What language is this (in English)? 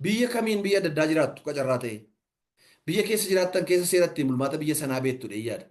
Oromo